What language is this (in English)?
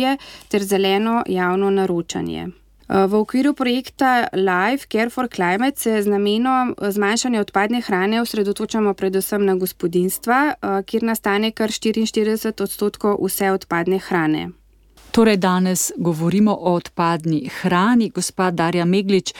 Slovenian